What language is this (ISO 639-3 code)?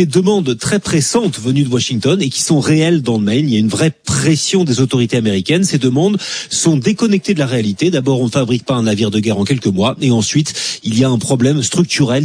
fra